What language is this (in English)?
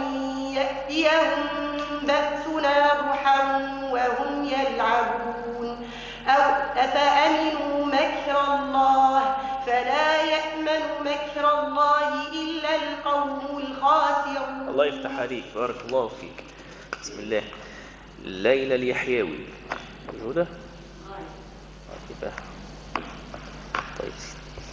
Arabic